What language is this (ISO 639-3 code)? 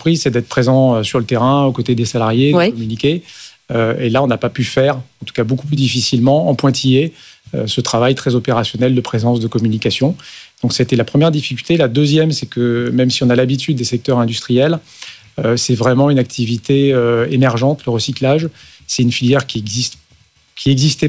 fra